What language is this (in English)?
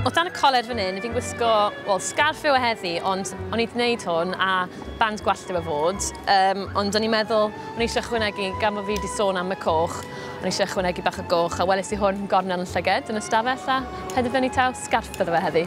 Welsh